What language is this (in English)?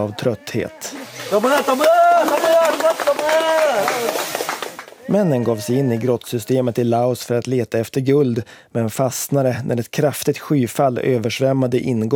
Swedish